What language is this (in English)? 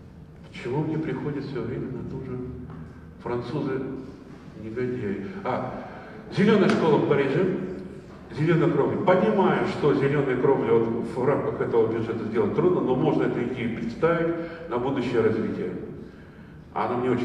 Russian